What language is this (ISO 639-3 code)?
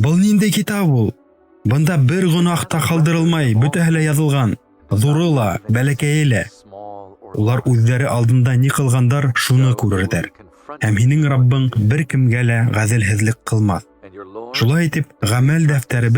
bak